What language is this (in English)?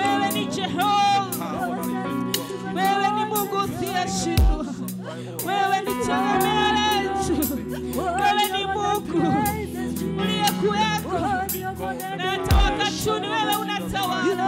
Swahili